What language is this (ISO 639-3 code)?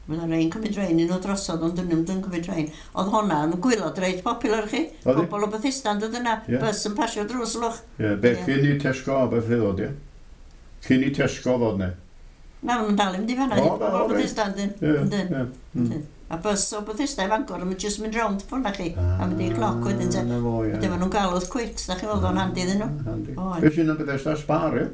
cym